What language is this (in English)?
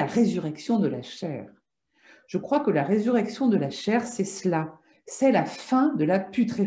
French